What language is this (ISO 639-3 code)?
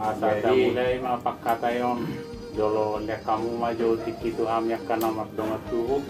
bbc